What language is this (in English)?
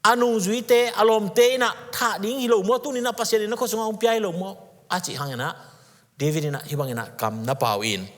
Tedim Chin